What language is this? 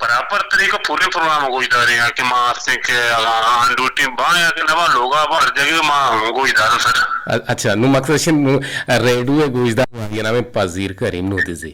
Eastern Balochi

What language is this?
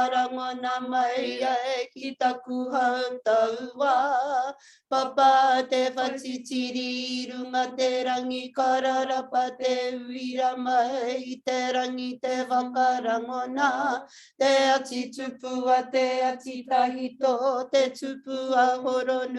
Māori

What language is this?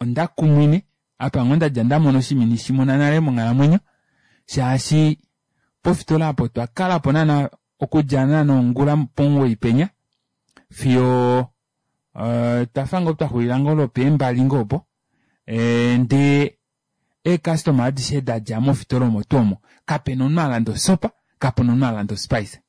Kuanyama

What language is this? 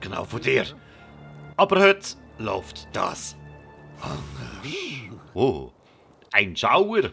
Swiss German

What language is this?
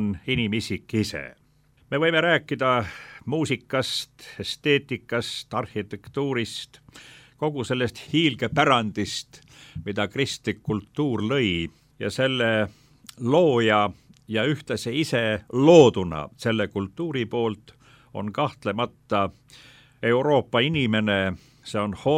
Estonian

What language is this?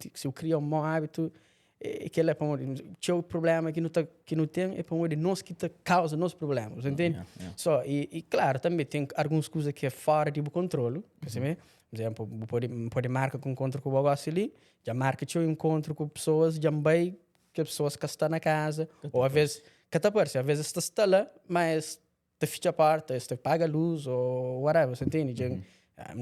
Kabuverdianu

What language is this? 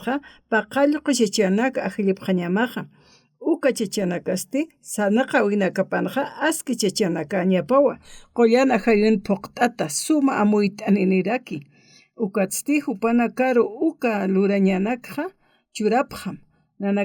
Aymara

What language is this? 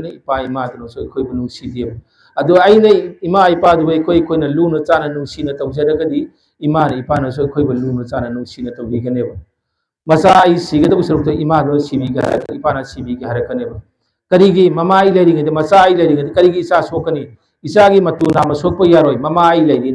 Manipuri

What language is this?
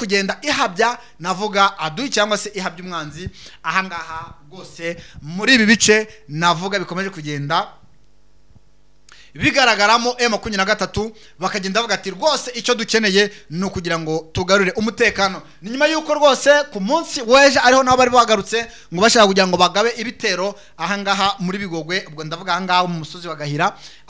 Kinyarwanda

